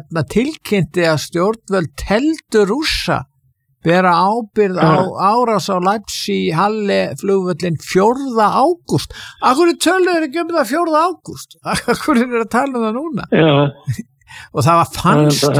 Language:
Icelandic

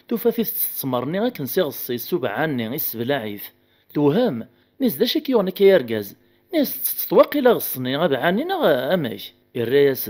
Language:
Kabyle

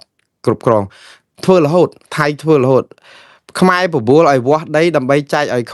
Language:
Khmer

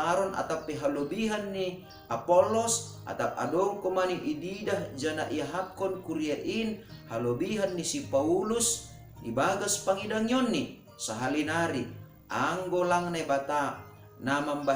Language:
Batak Simalungun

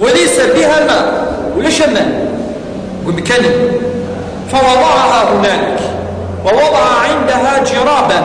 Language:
Kabyle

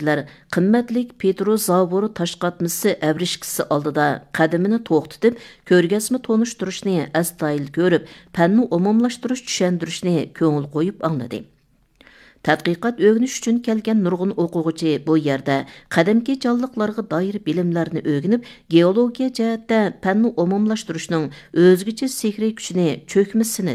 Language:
Uyghur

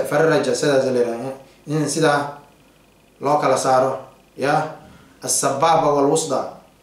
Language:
Somali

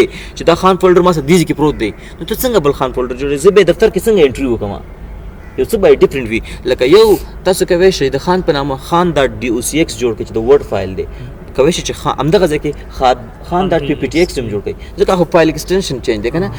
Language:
Pashto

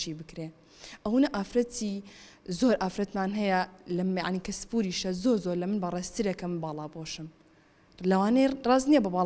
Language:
Central Kurdish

